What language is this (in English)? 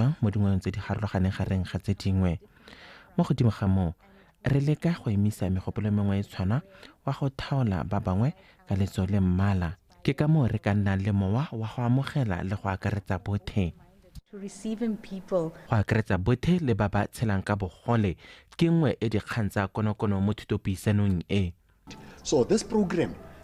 Tswana